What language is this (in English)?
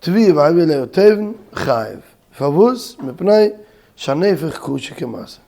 Yiddish